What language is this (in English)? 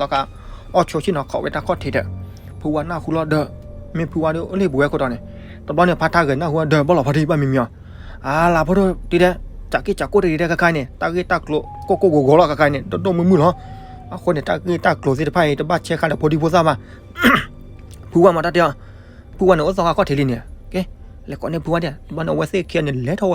S'gaw Karen